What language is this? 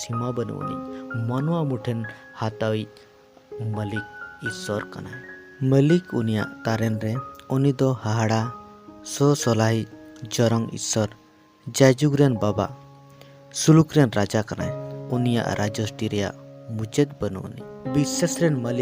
Santali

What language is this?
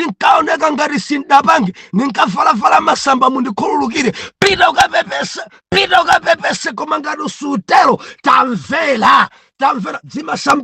Nyanja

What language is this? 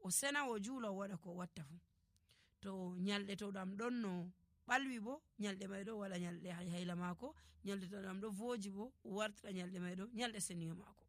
Nigerian Fulfulde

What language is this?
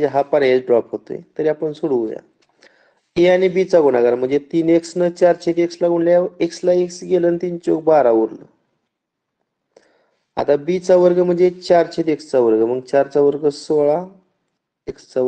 Marathi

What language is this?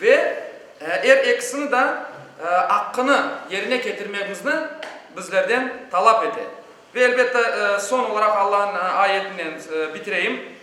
Crimean Tatar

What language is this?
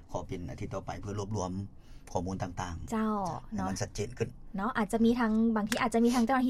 Lao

